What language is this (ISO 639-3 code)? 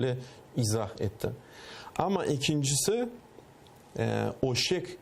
crh